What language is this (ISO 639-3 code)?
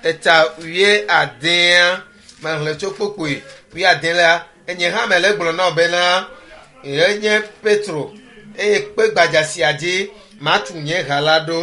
ewe